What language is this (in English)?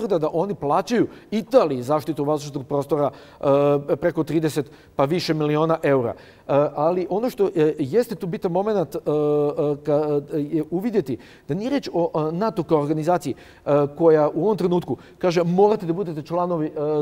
Bosnian